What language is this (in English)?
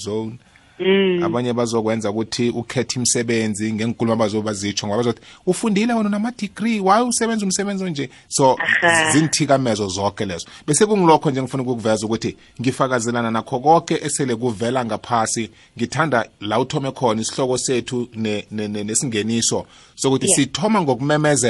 South Ndebele